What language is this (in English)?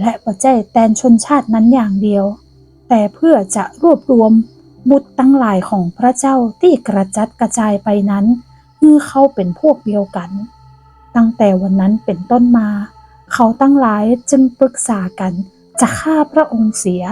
Northern Thai